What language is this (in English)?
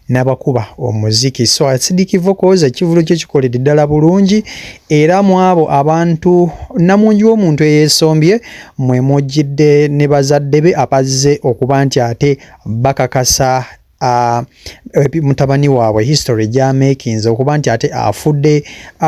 Ganda